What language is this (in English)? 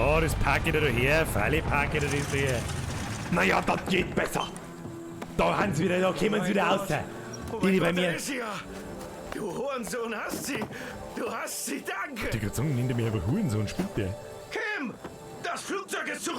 Bavarian